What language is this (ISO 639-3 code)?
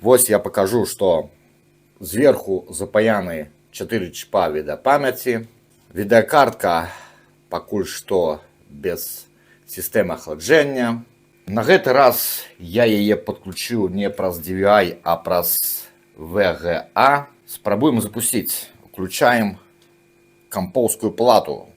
bel